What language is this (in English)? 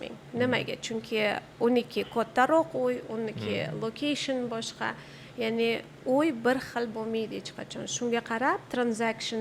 Uzbek